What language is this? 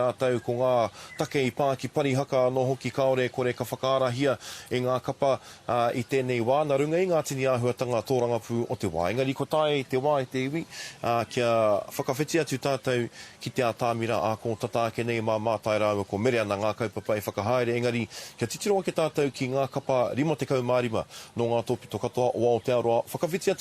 Māori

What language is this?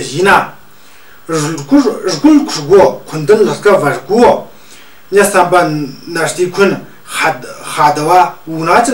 Tu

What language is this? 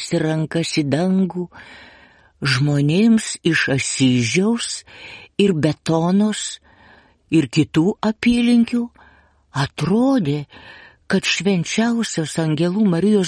Lithuanian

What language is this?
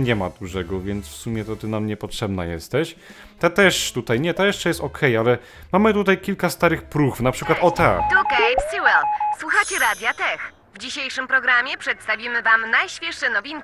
Polish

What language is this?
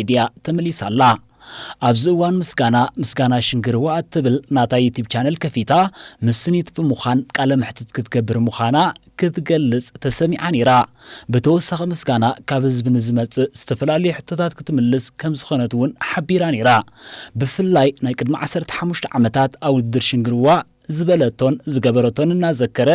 Tigrinya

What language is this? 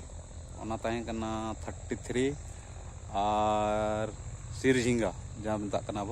Santali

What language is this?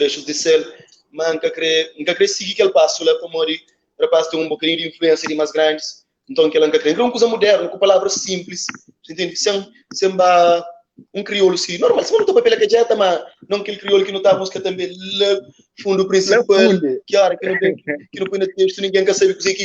Kabuverdianu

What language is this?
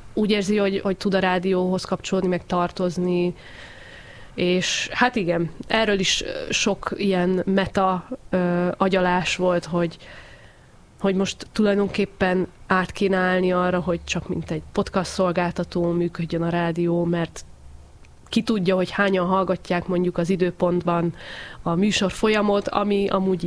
Hungarian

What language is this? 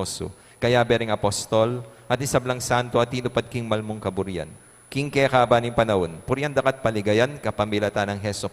Pampanga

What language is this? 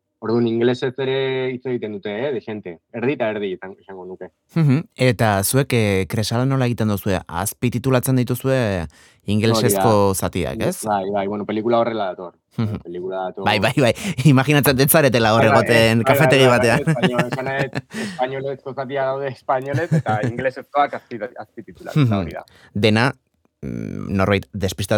Basque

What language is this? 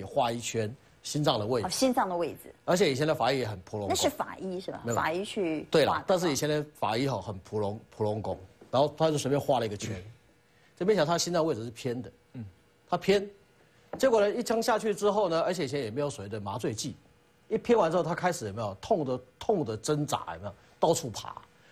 Chinese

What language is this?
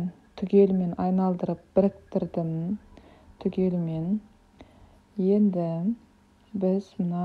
Kazakh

